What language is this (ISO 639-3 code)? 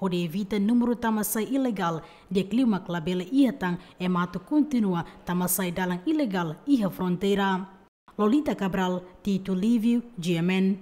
tet